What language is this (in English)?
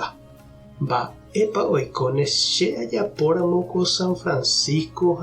Guarani